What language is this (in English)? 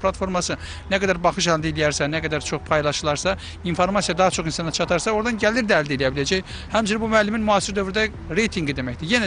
Azerbaijani